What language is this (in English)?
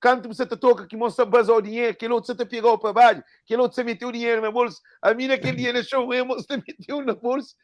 Kabuverdianu